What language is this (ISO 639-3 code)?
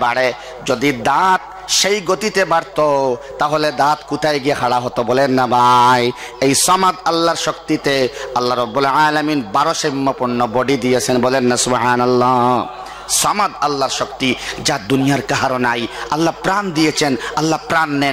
syl